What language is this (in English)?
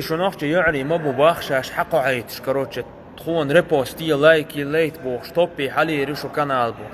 Chechen